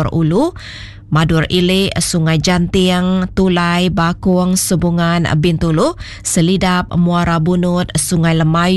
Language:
Iban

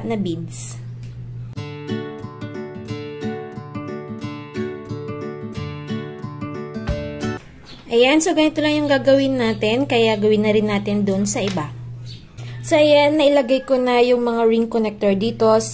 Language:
Filipino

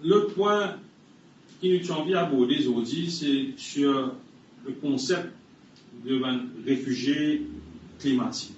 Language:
Morisyen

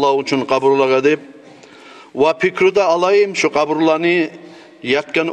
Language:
Kumyk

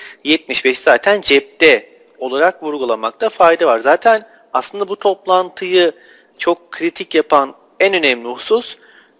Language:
Turkish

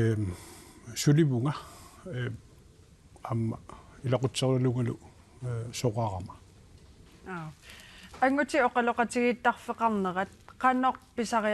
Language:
Kalaallisut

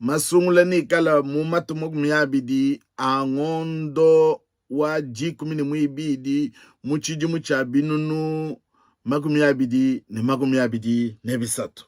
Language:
Luba-Lulua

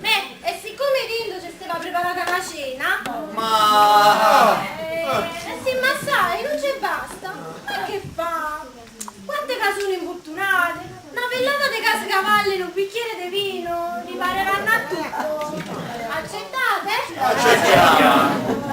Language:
Neapolitan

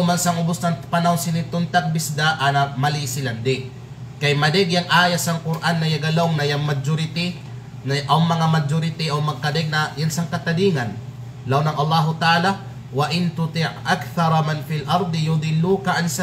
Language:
Kalagan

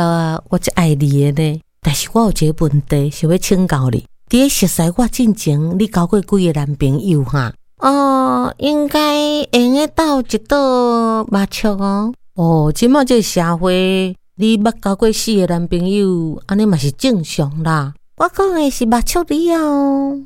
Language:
Min Nan Chinese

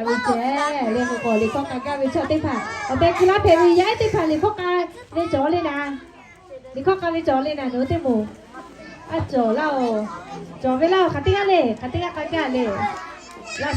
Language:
Lahu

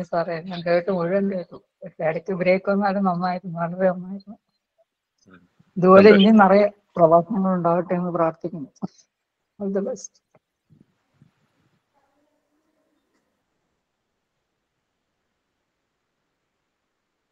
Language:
Malayalam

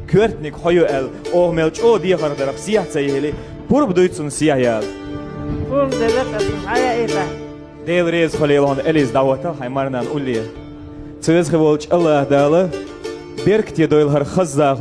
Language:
Chechen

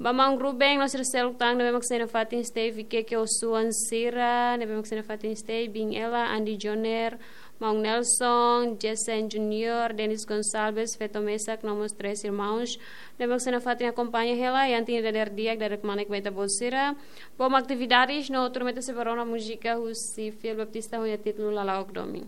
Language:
Tetum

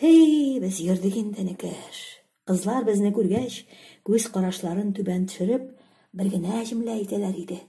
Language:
Tatar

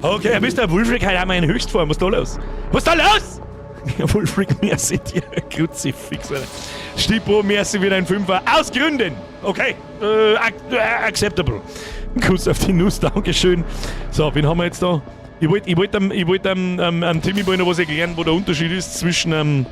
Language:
Bavarian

